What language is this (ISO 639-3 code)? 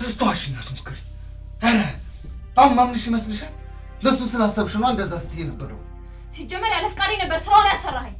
amh